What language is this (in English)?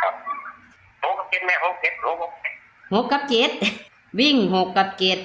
Northeastern Thai